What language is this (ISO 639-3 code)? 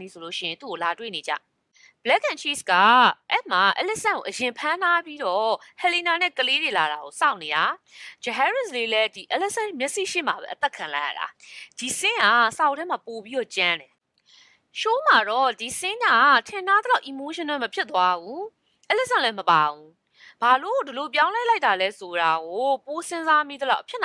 mya